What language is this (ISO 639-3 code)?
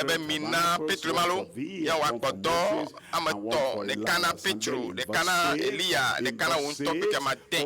ewe